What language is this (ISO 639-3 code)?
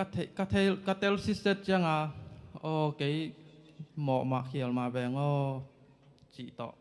ctd